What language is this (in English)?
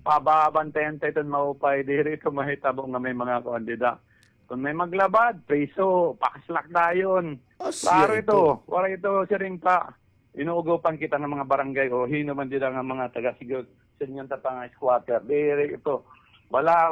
Waray